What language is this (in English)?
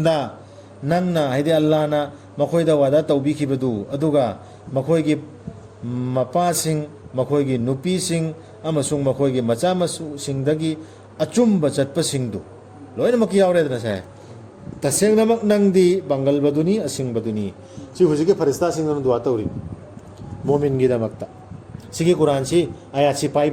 Manipuri